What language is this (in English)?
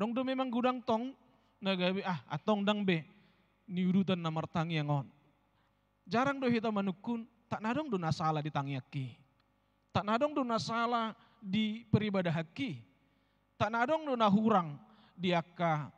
Batak Toba